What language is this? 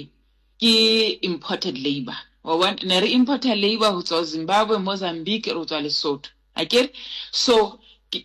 Southern Sotho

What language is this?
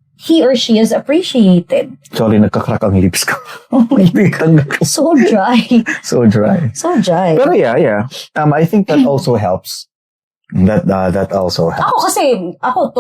Bikol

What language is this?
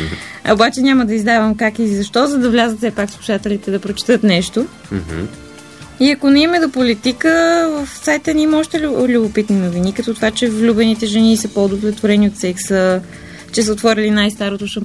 Bulgarian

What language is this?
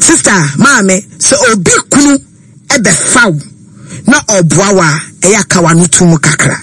Akan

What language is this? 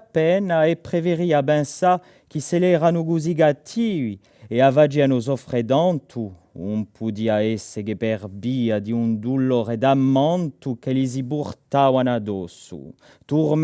Corsican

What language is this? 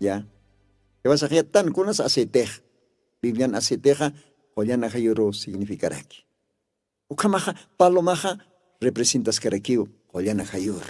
Aymara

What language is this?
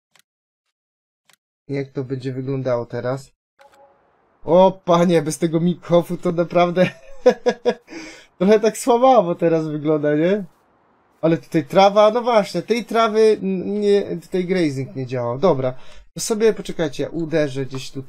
Polish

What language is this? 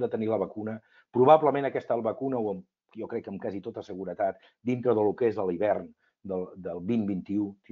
Catalan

